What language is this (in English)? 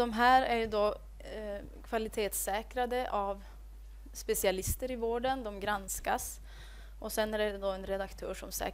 Swedish